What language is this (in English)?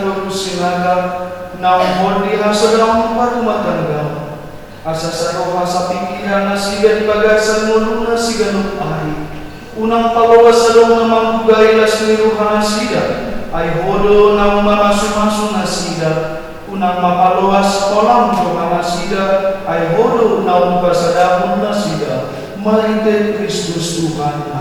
Batak Toba